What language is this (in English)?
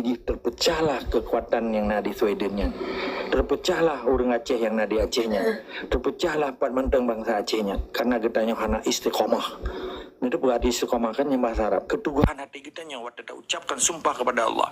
Achinese